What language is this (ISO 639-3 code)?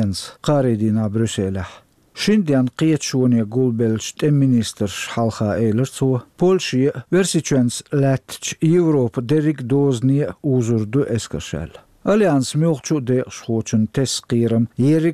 che